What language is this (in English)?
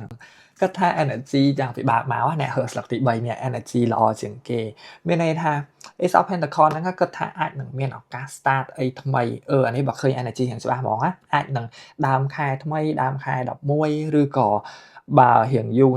Khmer